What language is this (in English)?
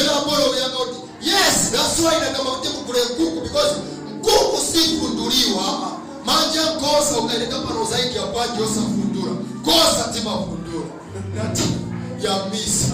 Nyanja